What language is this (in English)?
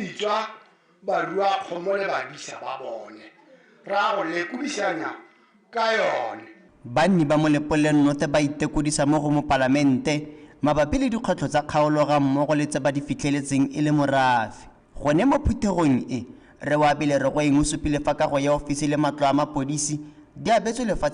Tswana